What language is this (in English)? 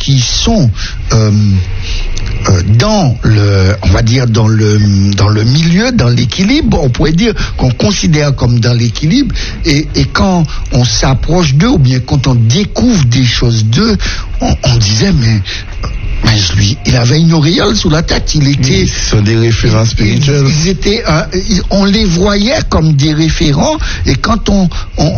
French